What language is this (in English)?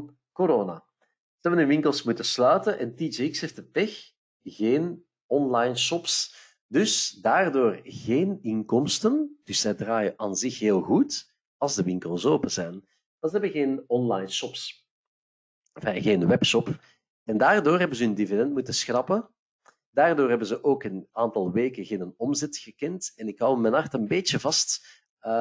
Dutch